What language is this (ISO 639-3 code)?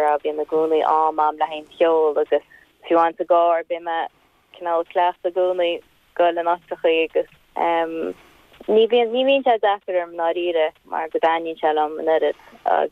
gle